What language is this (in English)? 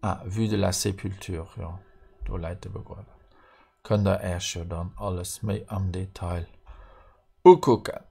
Luxembourgish